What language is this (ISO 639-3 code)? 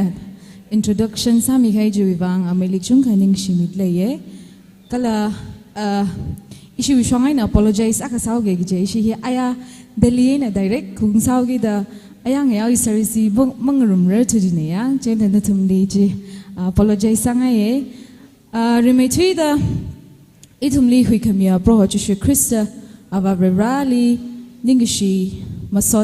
nmf